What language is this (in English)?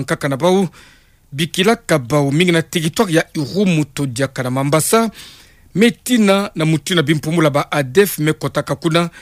Kituba (Democratic Republic of Congo)